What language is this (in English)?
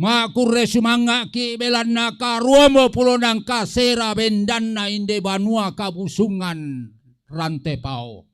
Toraja-Sa'dan